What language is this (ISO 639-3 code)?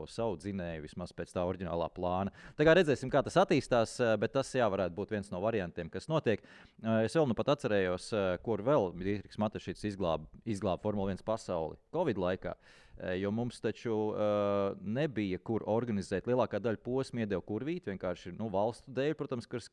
lav